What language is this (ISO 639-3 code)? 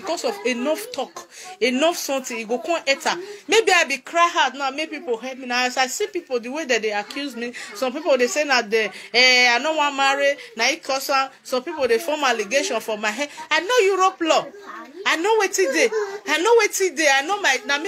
pcm